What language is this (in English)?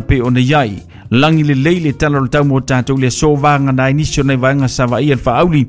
Samoan